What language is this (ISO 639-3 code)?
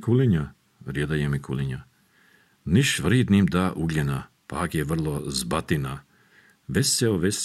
srp